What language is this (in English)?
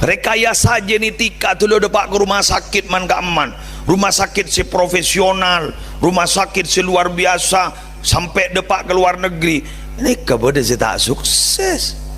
Madurese